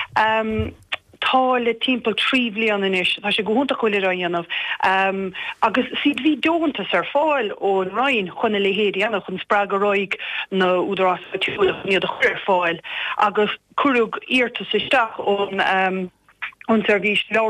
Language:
Irish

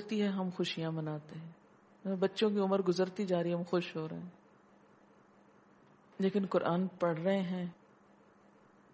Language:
Urdu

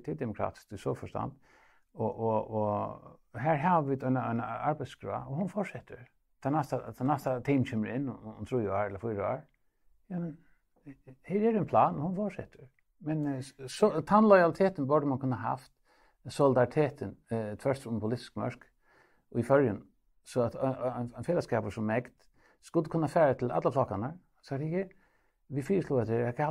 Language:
Faroese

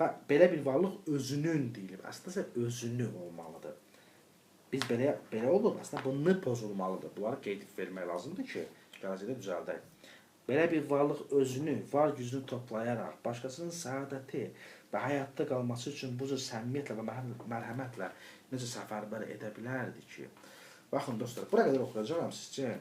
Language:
Azerbaijani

